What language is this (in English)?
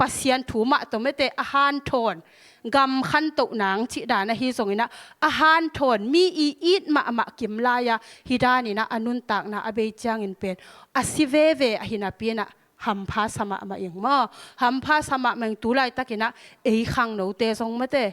Tedim Chin